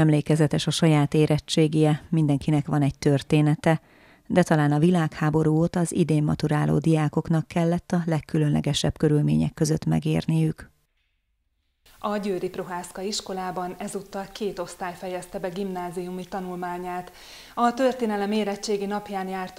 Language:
Hungarian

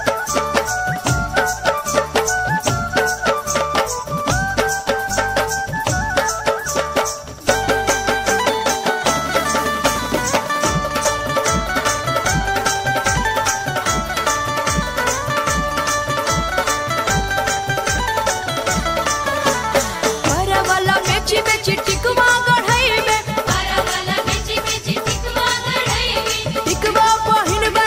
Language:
Bhojpuri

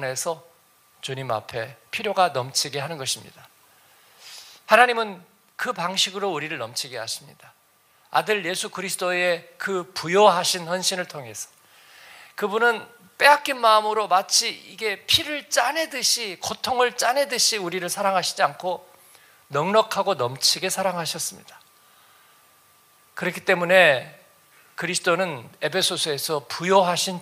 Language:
Korean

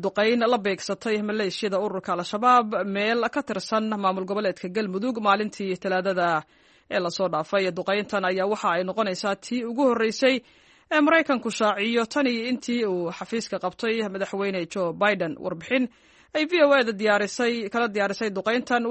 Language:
Somali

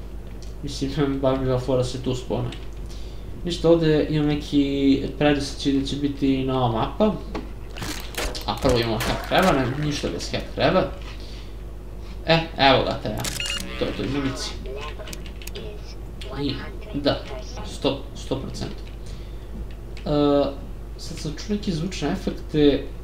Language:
Serbian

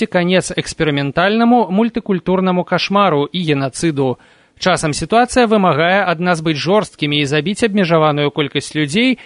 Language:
Belarusian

